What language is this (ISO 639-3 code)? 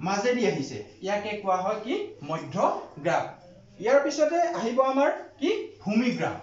asm